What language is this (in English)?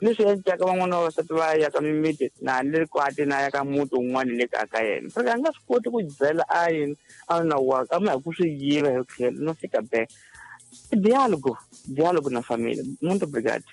Tsonga